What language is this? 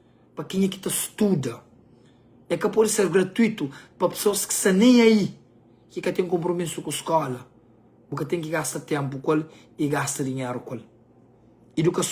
Kabuverdianu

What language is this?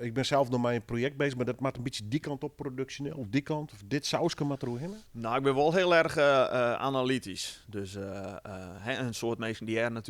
Western Frisian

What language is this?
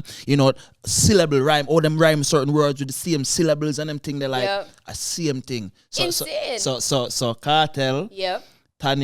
Jamaican Creole English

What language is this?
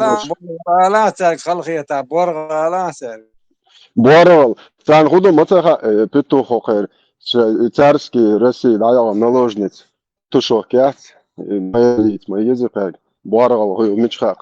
Chechen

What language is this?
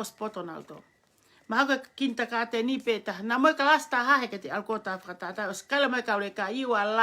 Tongan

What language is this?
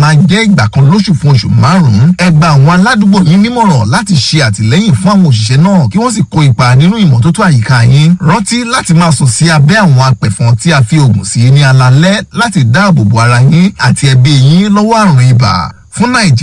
Yoruba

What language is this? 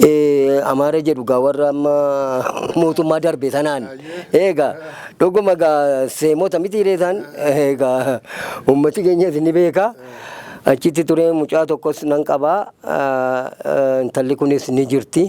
Oromo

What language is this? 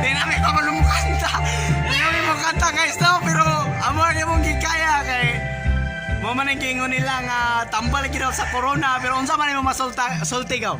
Cebuano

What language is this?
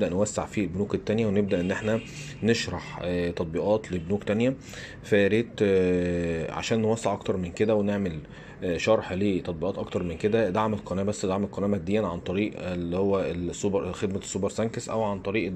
Egyptian Arabic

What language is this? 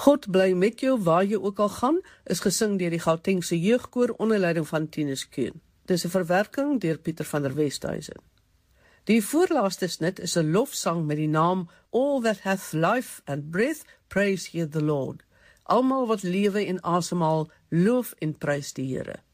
Afrikaans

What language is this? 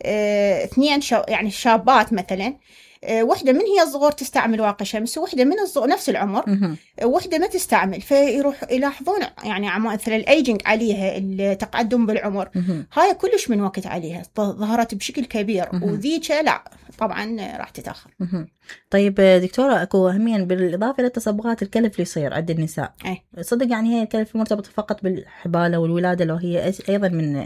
Mesopotamian Arabic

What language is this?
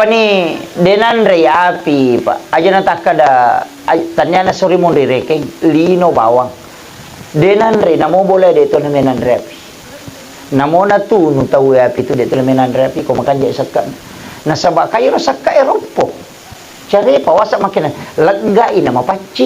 Buginese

